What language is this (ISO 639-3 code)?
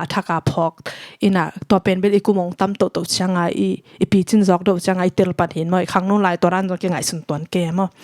ctd